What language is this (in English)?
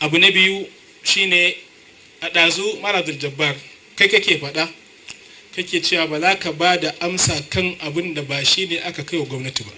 Hausa